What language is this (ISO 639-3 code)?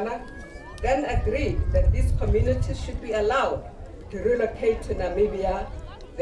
tsn